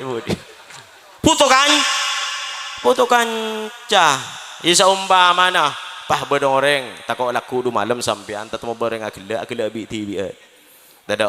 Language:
Madurese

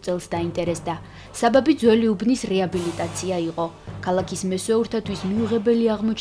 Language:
Georgian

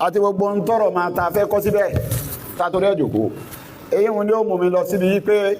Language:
Yoruba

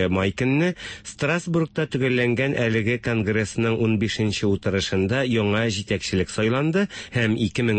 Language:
Tatar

